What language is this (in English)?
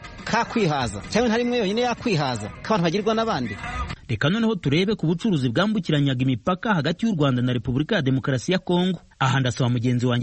Kinyarwanda